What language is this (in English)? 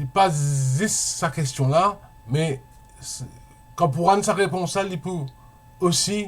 Morisyen